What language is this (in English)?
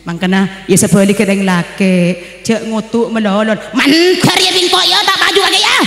Madurese